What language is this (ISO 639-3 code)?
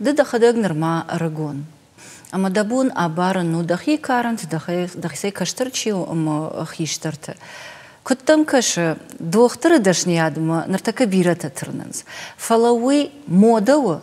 oss